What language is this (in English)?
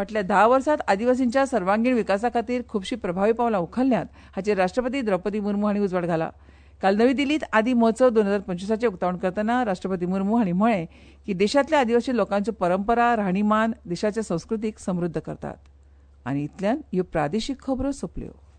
Konkani